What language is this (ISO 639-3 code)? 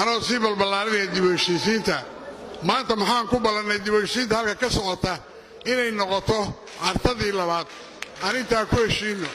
som